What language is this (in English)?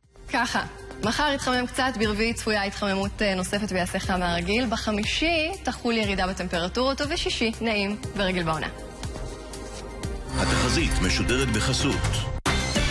Hebrew